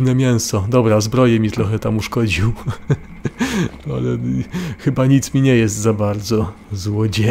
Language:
Polish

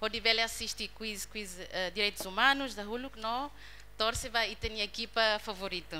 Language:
Tetum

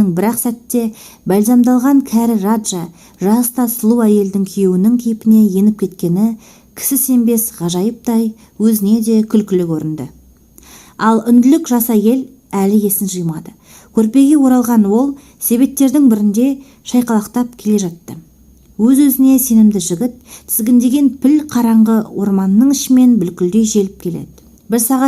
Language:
Kazakh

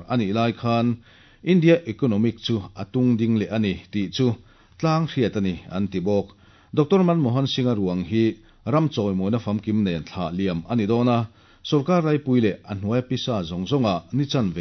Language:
Mizo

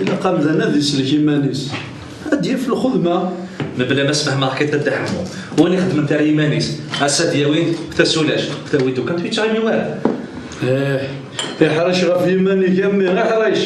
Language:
Kabyle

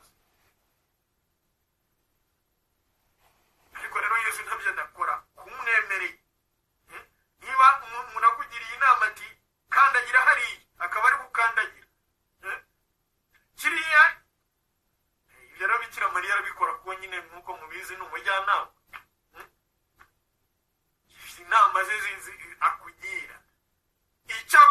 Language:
Kinyarwanda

